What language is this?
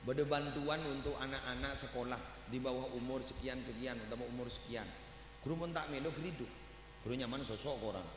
Madurese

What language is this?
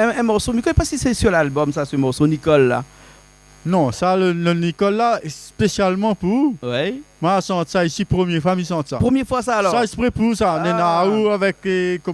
Réunion Creole French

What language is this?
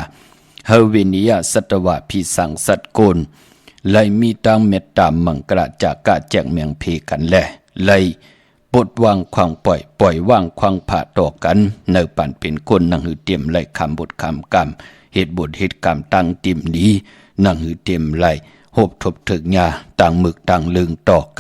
Shan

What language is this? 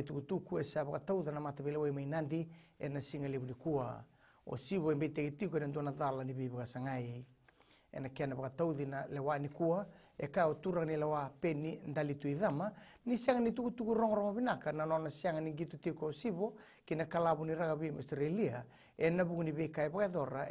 Fijian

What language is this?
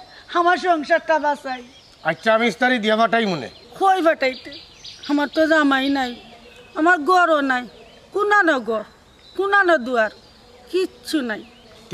Sylheti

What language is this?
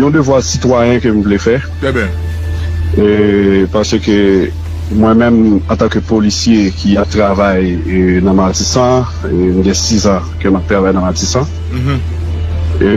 Haitian Creole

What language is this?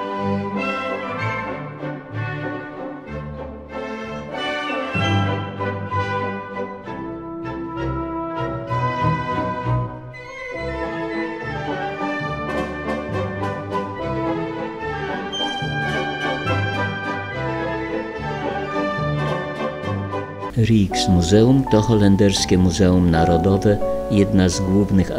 Polish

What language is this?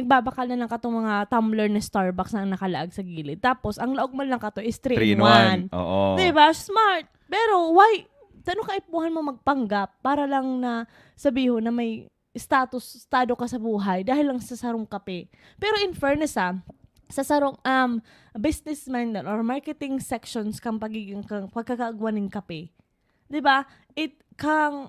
Bikol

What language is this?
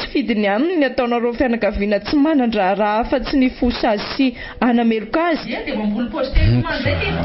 Malagasy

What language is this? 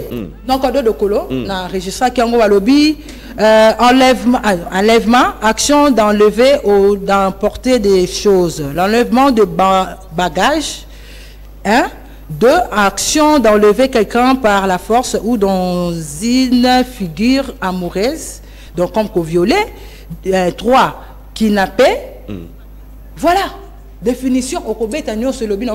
Lingala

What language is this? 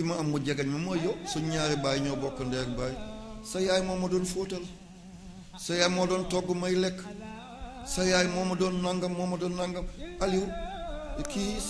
Wolof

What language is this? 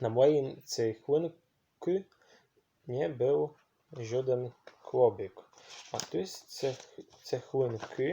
Silesian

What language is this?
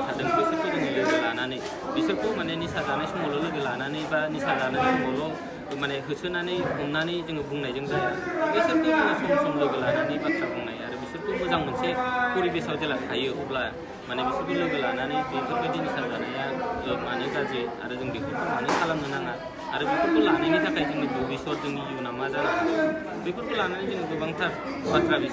Bodo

